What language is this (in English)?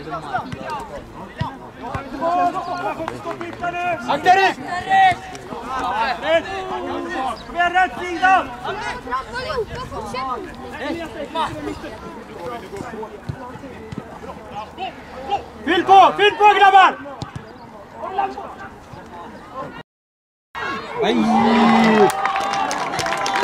Swedish